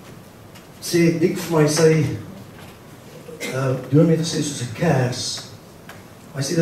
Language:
Afrikaans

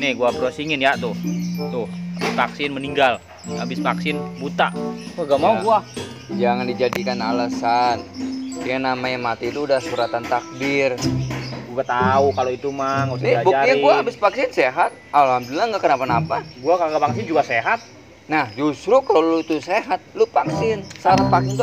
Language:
Betawi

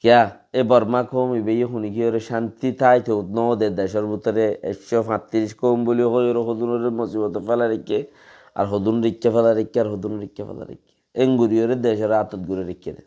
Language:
Rohingya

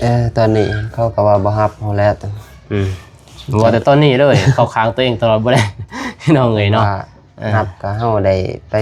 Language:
Lao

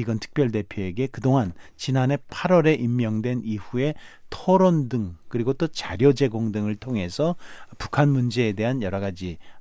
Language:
Korean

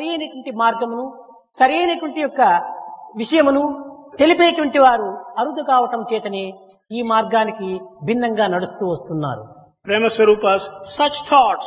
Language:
Telugu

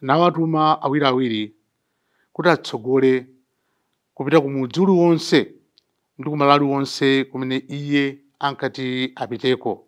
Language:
Nyanja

